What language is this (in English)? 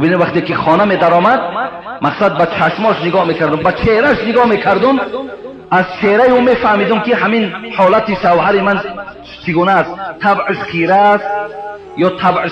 Tajik